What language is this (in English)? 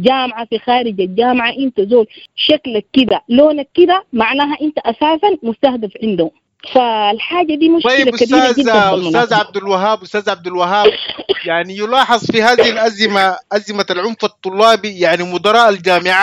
Sudanese Arabic